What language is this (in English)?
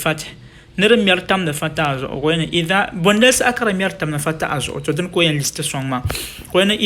Dagbani